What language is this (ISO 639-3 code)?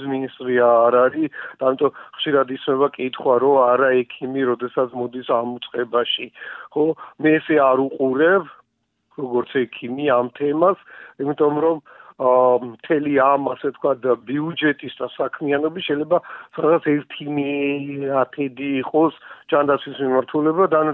kat